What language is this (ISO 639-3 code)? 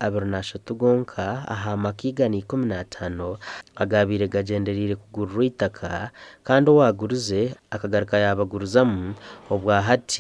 nyn